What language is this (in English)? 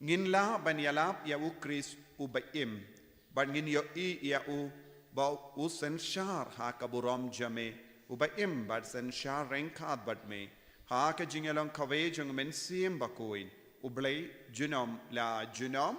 Khasi